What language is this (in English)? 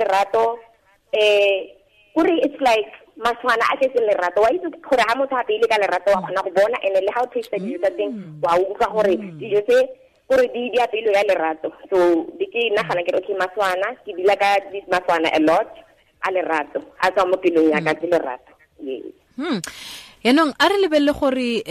Tswana